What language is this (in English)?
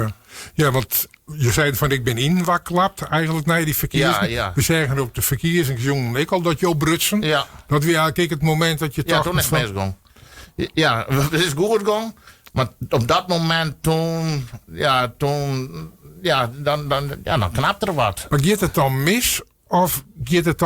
Western Frisian